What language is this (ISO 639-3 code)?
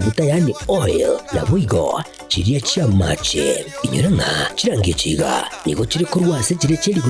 guz